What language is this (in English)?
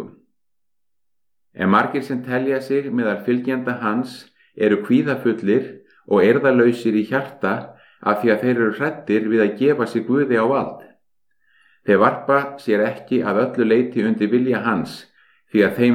Icelandic